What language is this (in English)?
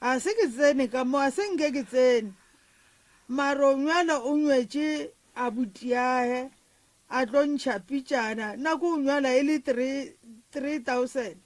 Northern Sotho